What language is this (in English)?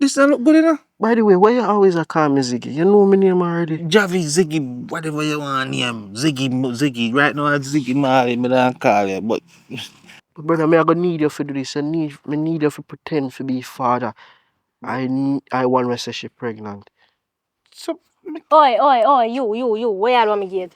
Jamaican Creole English